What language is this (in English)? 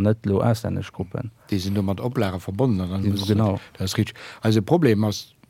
Luxembourgish